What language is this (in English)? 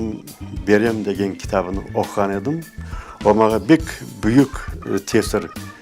Crimean Tatar